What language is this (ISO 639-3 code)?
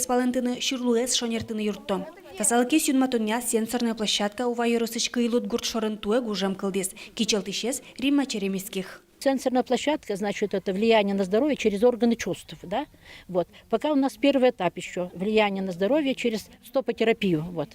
udm